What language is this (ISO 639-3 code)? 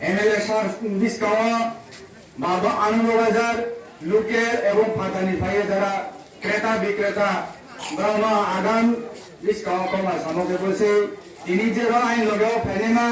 ria